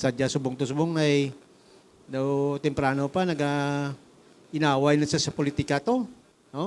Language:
Hiligaynon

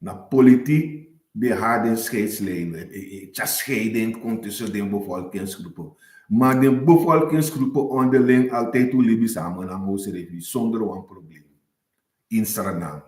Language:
Sranan Tongo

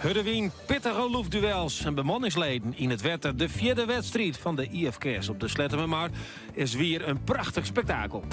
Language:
Western Frisian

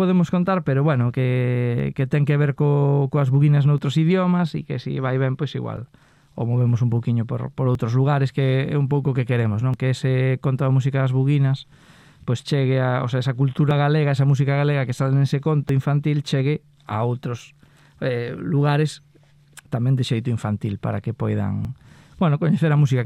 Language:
Galician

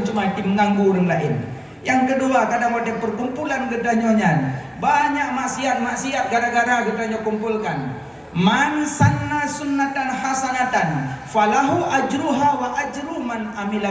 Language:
Achinese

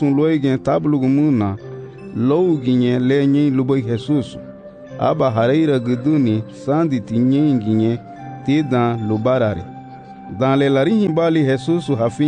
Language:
Garifuna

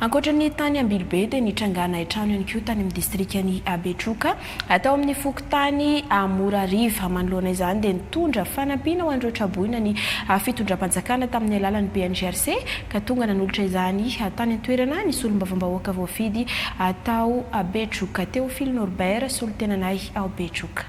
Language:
Malagasy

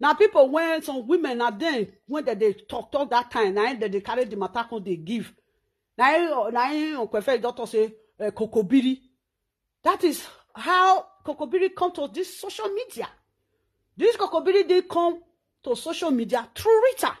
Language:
Nigerian Pidgin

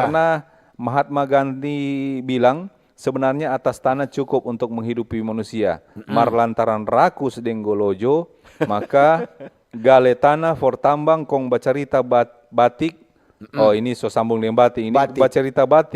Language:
Manado Malay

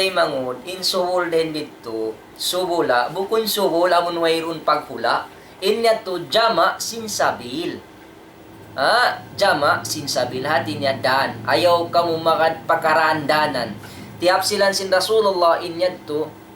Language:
Tausug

